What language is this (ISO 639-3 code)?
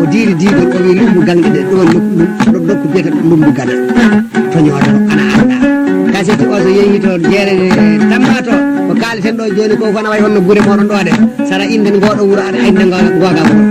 ful